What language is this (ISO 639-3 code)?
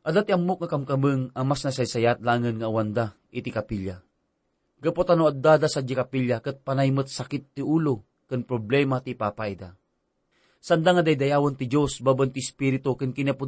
ilo